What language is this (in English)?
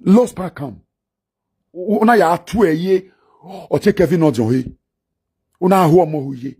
Nigerian Pidgin